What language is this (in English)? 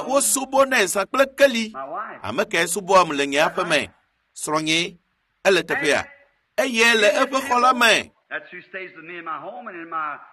Ewe